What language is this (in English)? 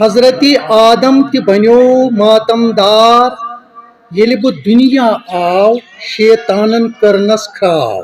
Kashmiri